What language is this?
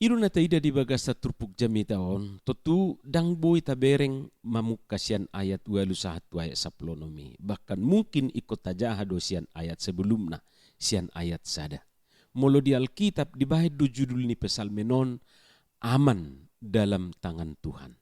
Batak Toba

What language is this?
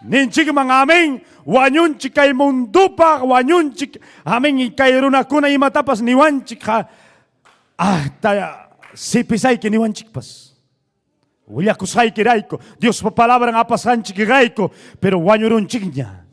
Ayacucho Quechua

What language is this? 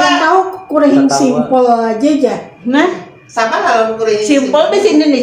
Banjar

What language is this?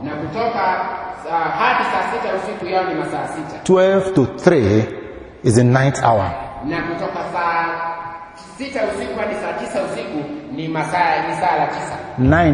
Swahili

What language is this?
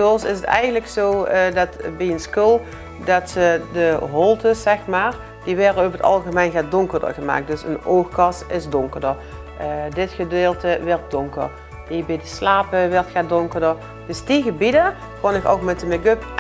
Limburgish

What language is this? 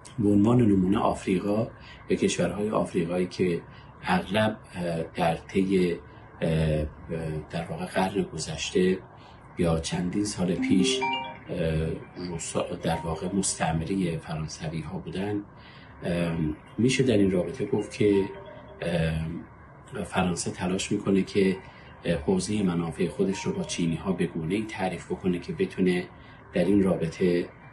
Persian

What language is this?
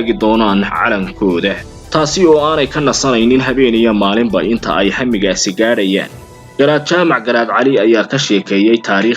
Somali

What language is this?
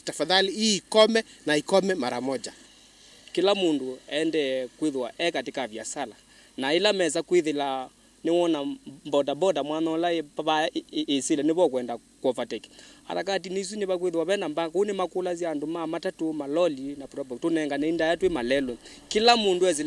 Kamba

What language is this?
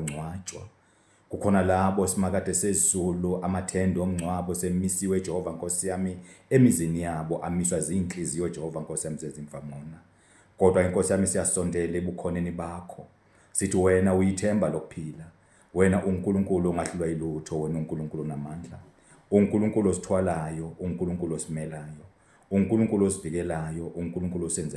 Zulu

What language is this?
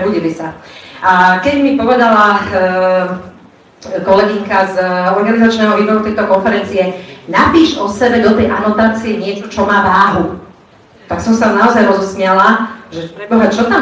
Slovak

